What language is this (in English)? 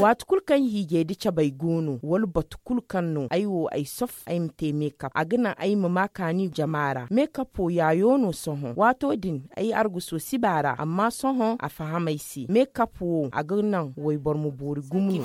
Zarma